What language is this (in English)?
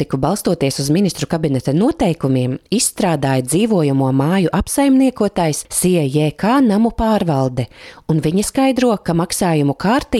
Latvian